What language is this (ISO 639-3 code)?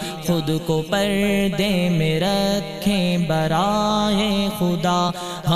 urd